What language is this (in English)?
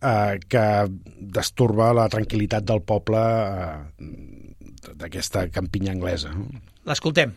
Catalan